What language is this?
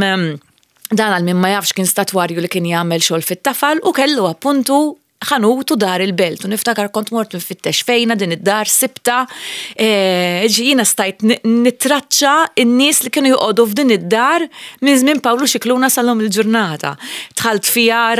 Maltese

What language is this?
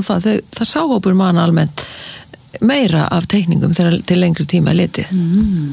Icelandic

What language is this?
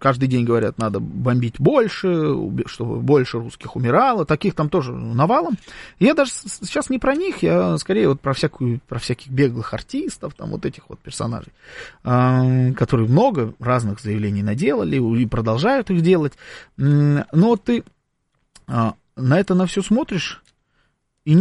Russian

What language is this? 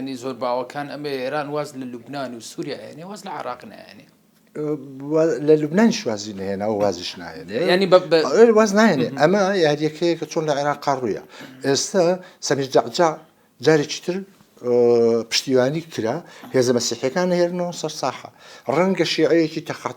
Central Kurdish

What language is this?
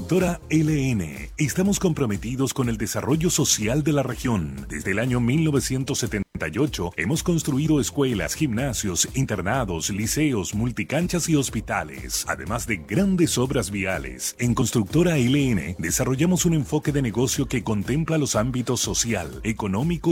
Spanish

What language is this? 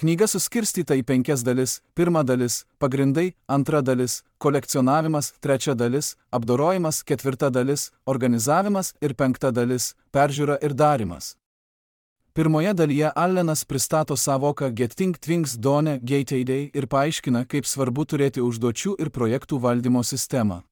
Lithuanian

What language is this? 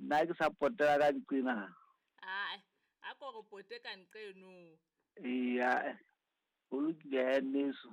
Southern Sotho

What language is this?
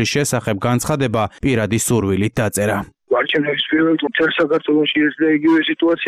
Georgian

